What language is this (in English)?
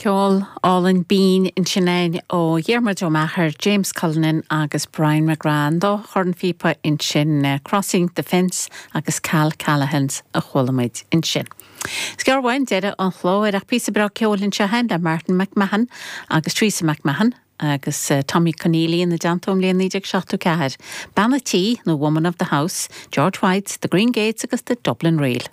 Irish